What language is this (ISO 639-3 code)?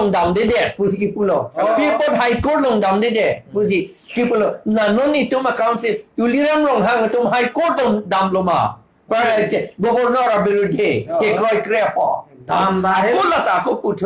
mjw